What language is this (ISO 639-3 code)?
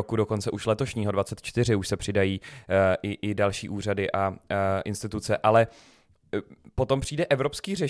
ces